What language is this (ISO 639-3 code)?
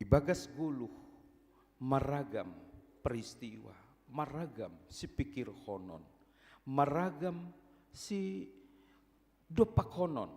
bts